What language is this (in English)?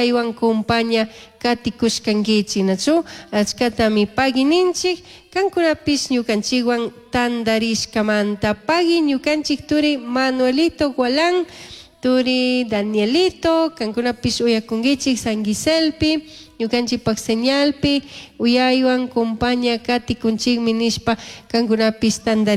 Chimborazo Highland Quichua